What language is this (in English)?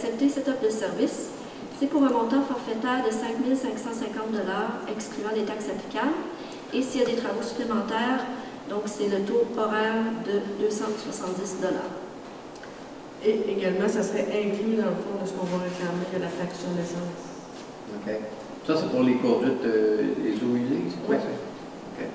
French